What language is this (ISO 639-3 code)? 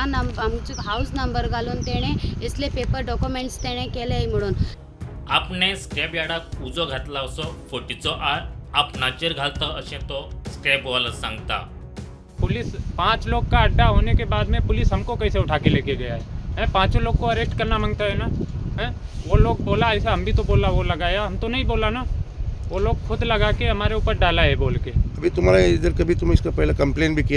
kok